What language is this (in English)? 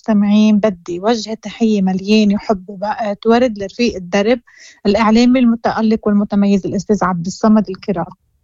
Moroccan Arabic